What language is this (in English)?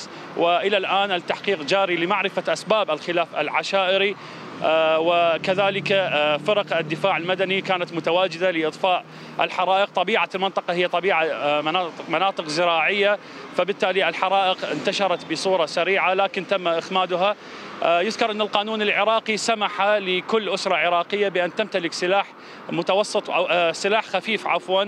Mesopotamian Arabic